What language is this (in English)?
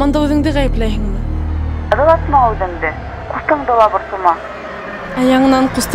Bashkir